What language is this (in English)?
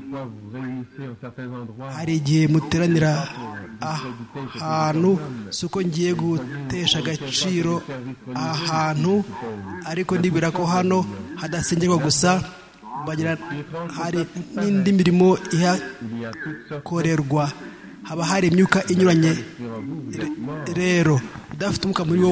Kinyarwanda